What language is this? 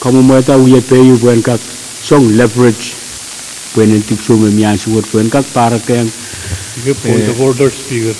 Pohnpeian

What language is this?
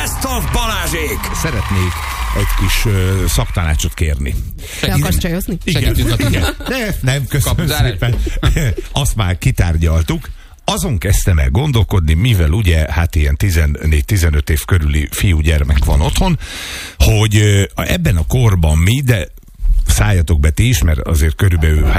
Hungarian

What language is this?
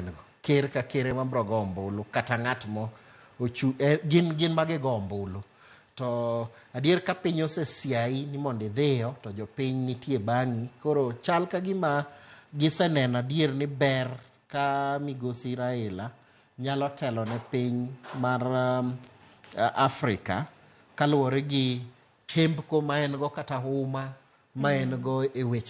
Luo (Kenya and Tanzania)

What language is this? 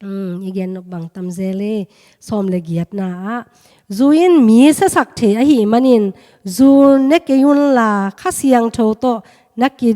Tedim Chin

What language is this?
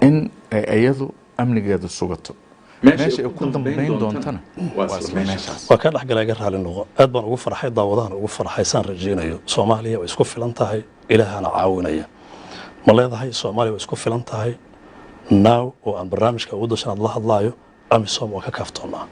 Somali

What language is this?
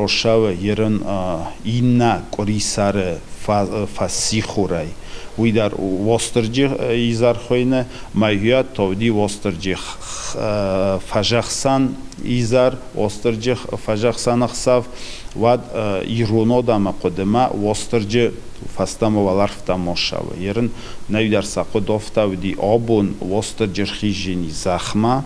Ossetic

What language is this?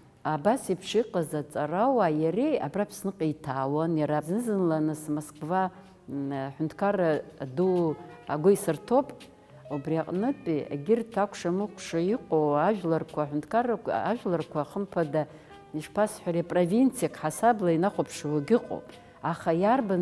Abkhazian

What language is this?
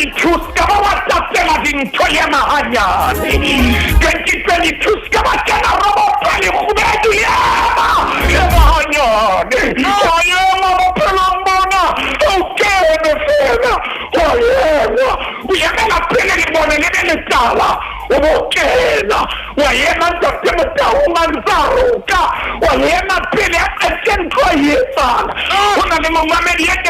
Southern Sotho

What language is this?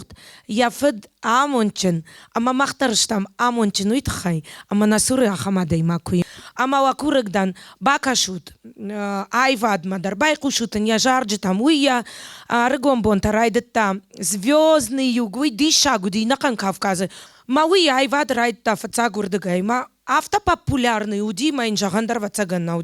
Ossetic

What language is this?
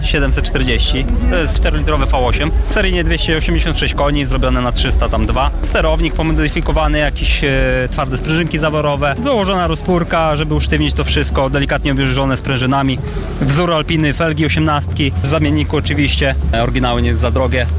Polish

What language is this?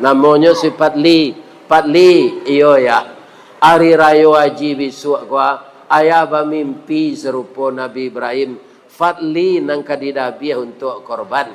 Minangkabau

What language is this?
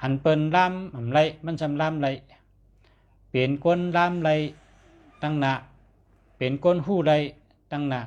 Shan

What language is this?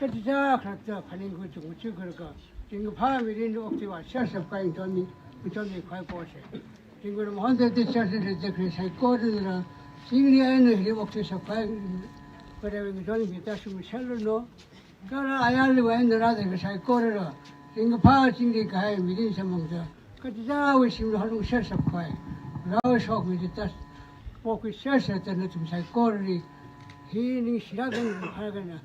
Tangkhul Naga (India)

